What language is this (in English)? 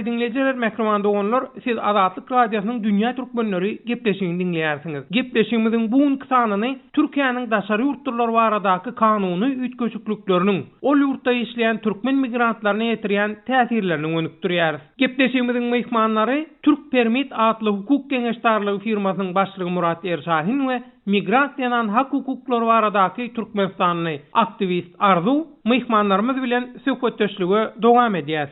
Turkmen